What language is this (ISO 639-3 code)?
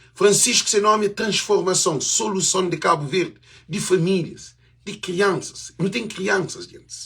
kea